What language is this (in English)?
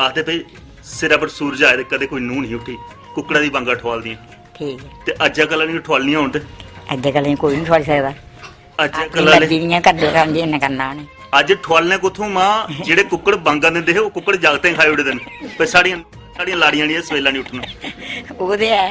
Dogri